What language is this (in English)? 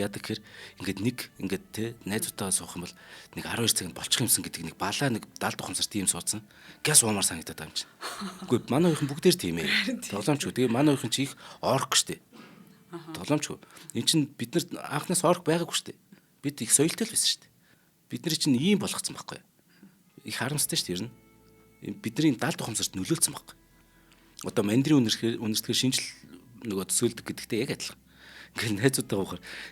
Mongolian